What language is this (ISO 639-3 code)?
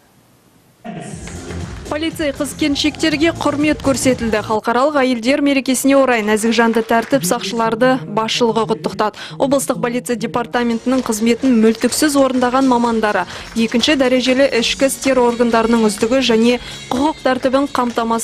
kaz